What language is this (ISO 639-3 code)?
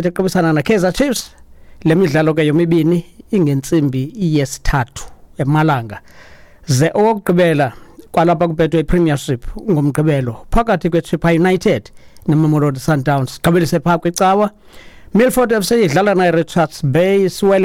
xho